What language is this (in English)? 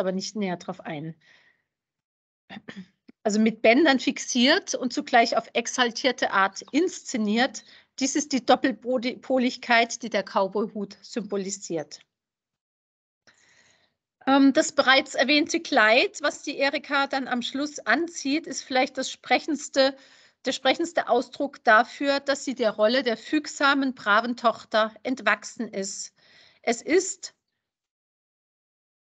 German